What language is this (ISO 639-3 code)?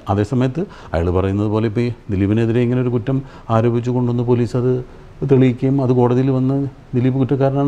mal